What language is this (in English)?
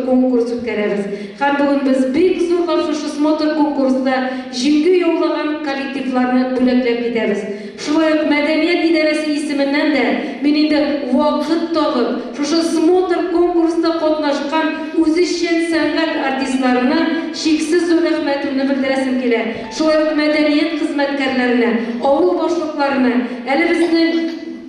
Tatar